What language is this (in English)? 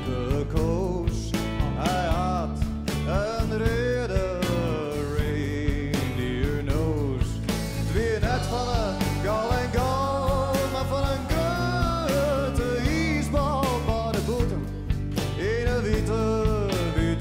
Western Frisian